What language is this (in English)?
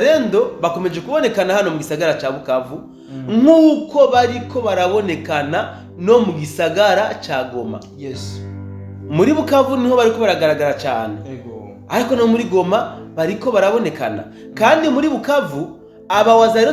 Rundi